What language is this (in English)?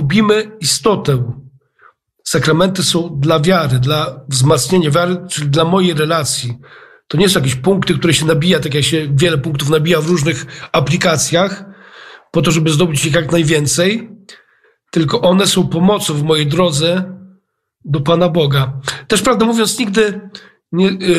Polish